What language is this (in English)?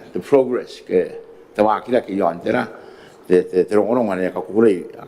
Gilbertese